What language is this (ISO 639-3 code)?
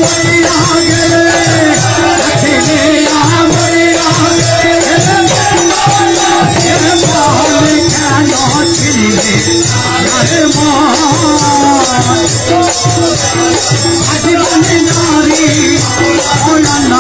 ben